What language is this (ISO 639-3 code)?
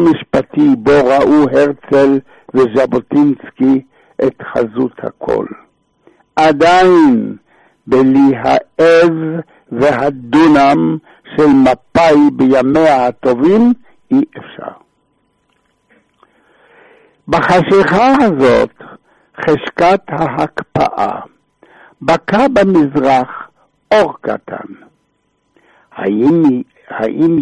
heb